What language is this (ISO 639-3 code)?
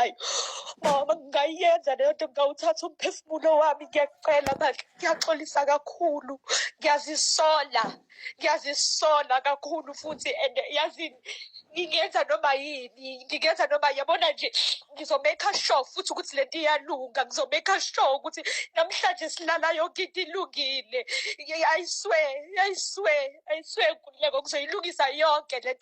zul